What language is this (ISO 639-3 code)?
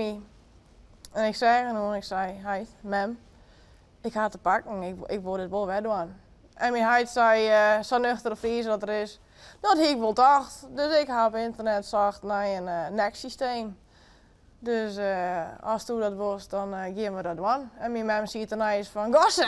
fry